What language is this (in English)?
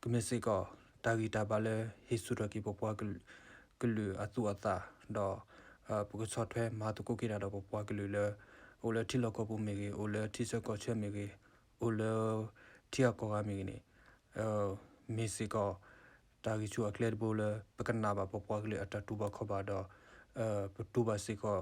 S'gaw Karen